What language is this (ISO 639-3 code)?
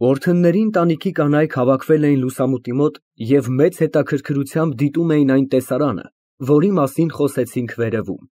hye